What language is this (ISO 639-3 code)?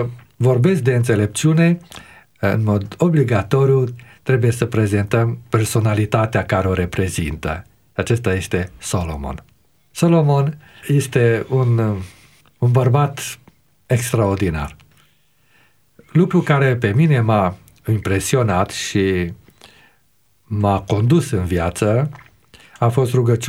ron